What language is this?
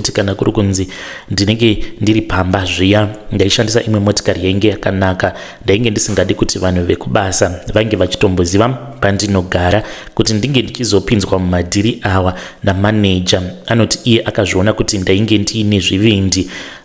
Shona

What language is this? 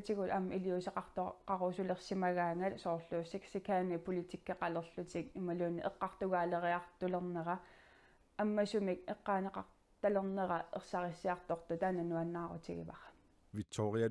Kalaallisut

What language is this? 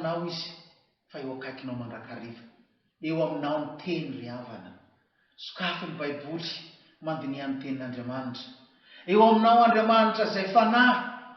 Malagasy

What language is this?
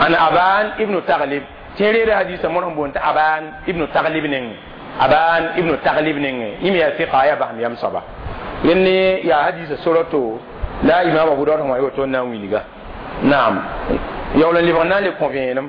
Mossi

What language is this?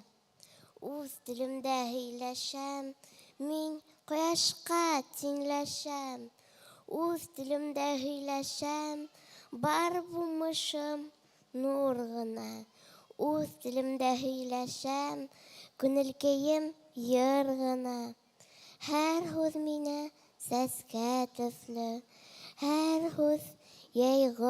Bashkir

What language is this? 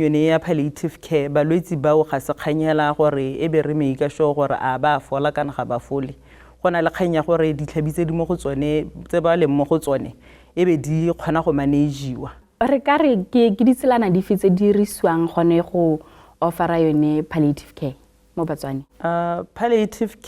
Tswana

